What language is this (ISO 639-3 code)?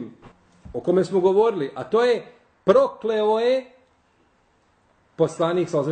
bos